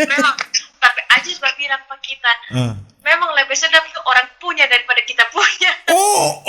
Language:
Manado Malay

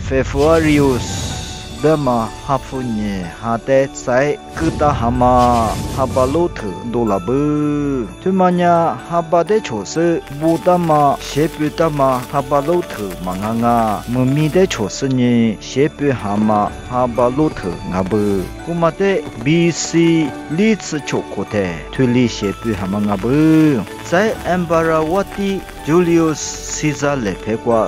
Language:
Lisu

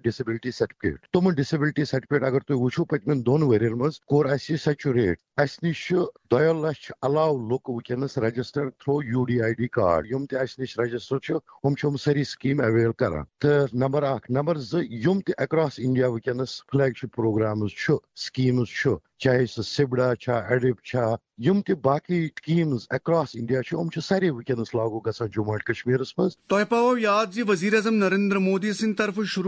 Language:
Kashmiri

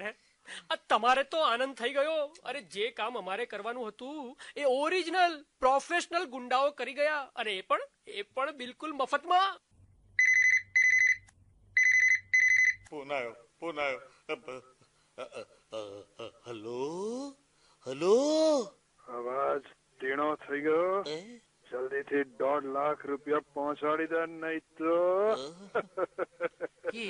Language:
Gujarati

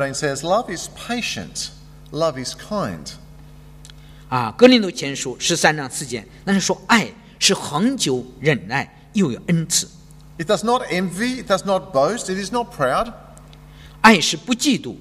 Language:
Chinese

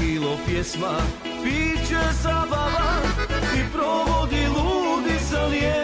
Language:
Croatian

